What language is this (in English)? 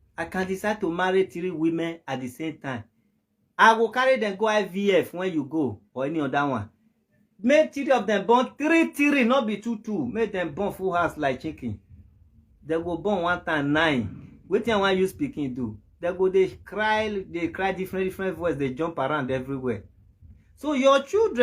Nigerian Pidgin